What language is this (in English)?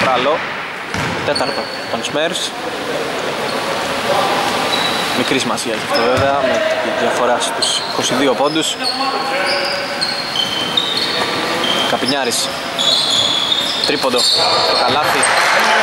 Greek